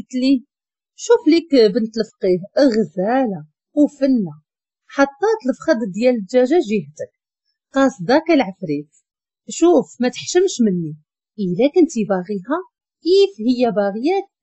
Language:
Moroccan Arabic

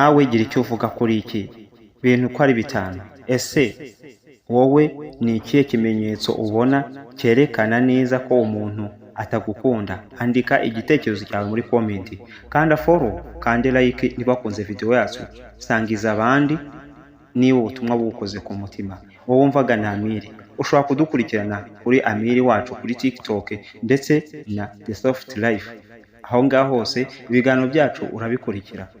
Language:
Kinyarwanda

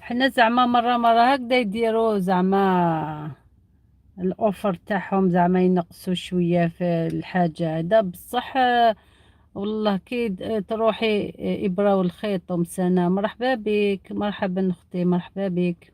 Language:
Algerian Arabic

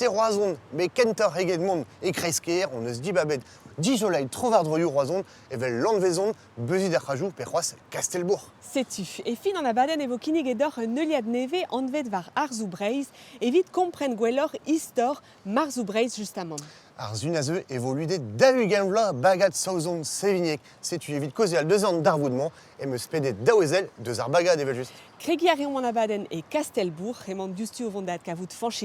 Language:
Breton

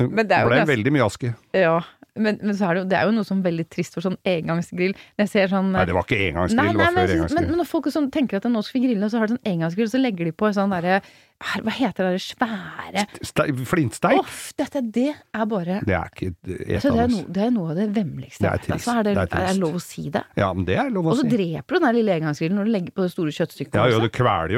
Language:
Norwegian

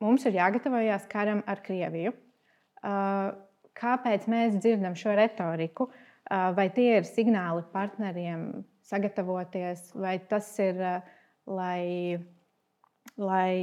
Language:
Latvian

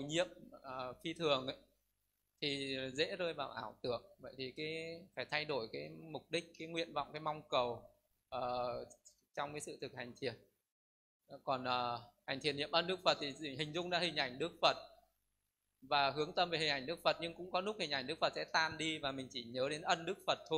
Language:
Vietnamese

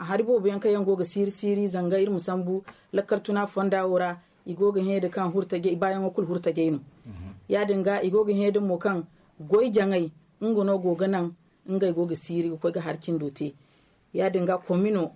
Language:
Zarma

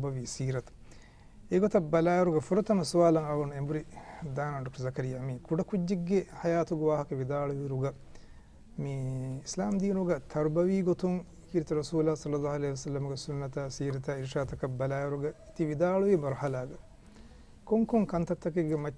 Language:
Divehi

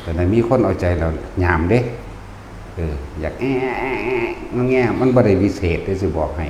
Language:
Northeastern Thai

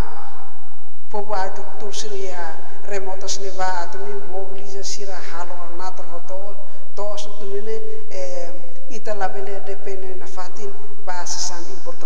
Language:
Tetum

